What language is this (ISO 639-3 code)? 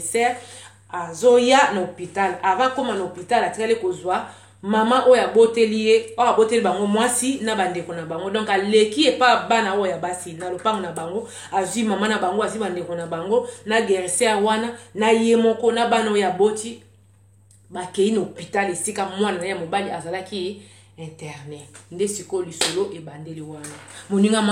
lin